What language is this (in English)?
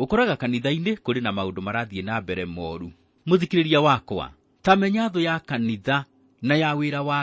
Kikuyu